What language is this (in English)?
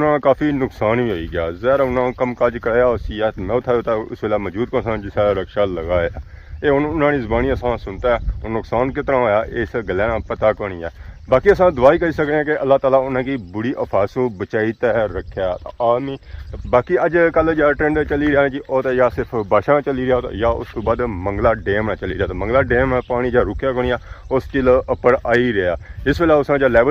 Pahari-Potwari